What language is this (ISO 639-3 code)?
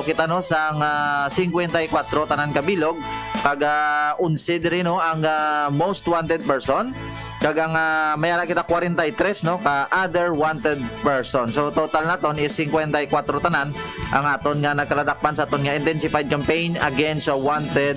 hil